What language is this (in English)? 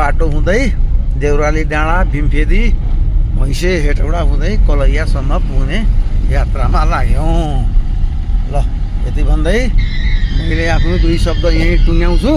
Nepali